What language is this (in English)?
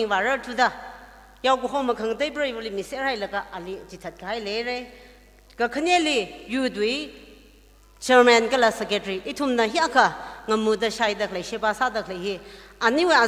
Tangkhul Naga (India)